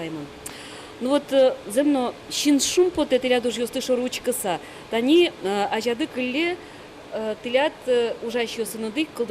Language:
Udmurt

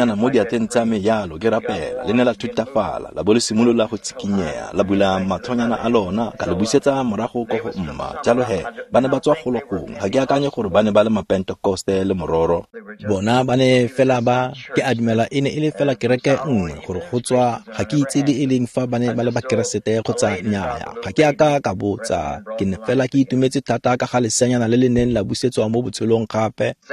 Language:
Tswana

